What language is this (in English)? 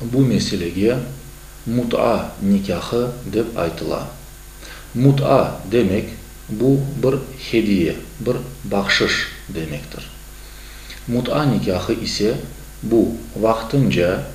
Crimean Tatar